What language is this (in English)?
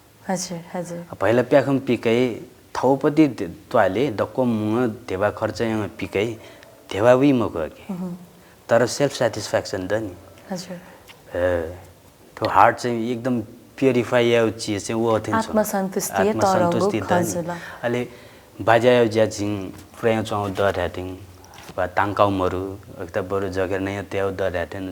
Newari